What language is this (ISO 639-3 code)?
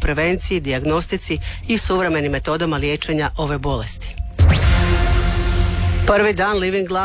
hrv